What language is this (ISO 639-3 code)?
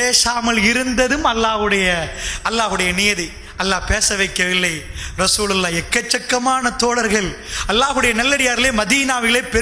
tam